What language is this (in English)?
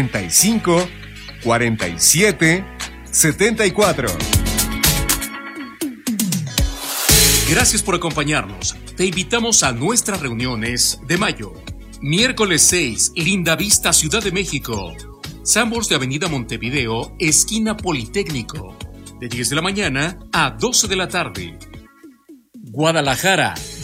Spanish